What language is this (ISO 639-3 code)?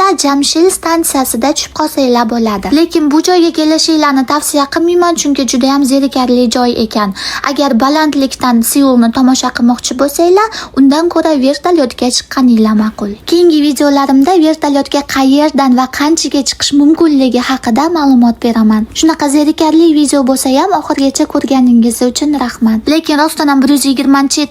uzb